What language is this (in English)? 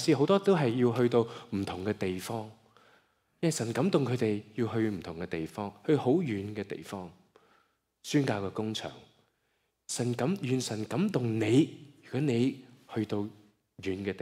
Cantonese